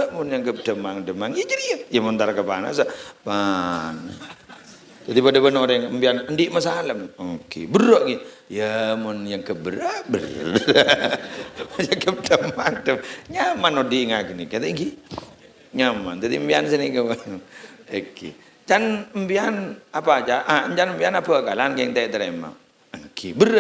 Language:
Madurese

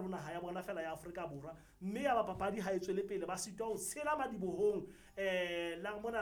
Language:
Southern Sotho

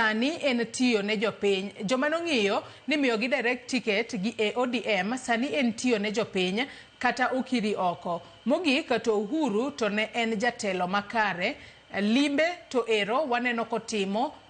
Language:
Luo (Kenya and Tanzania)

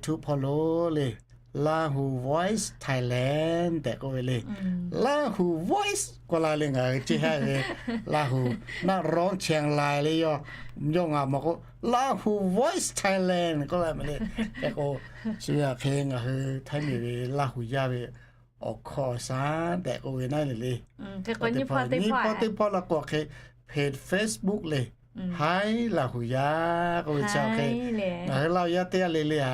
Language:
Lahu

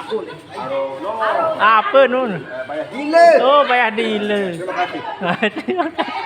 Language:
Sasak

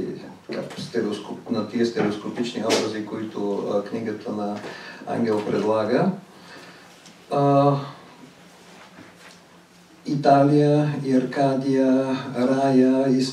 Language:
Bulgarian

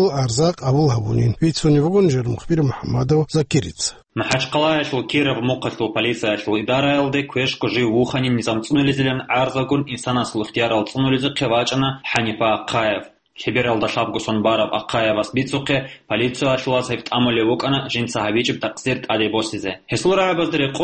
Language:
Avaric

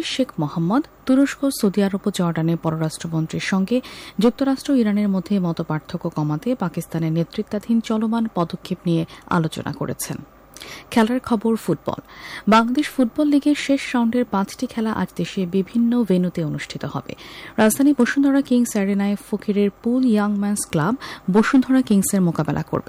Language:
Bangla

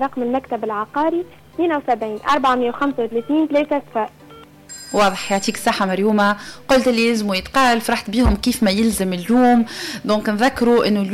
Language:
Tunisian Arabic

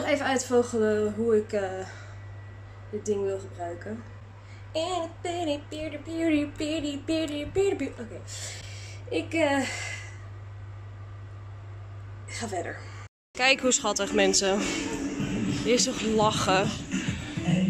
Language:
Dutch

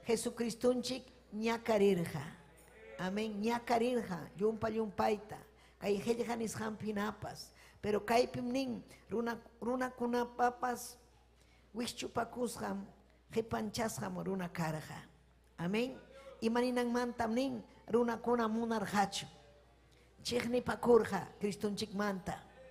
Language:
Ayacucho Quechua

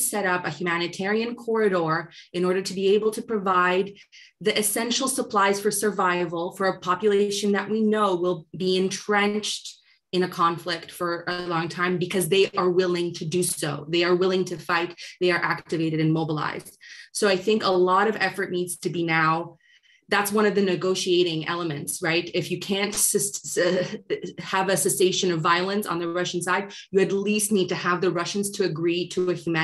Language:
English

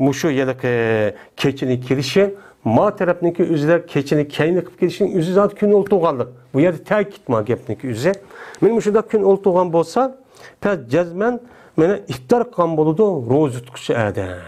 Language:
Uyghur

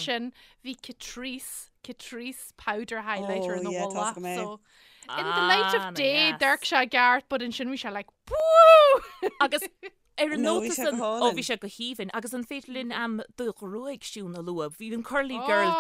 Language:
Irish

